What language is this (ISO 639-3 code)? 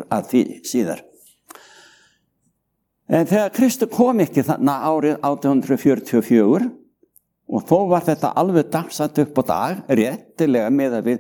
isl